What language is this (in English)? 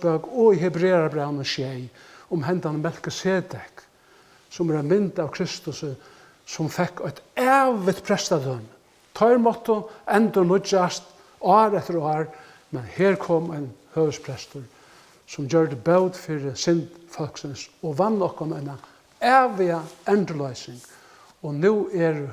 Faroese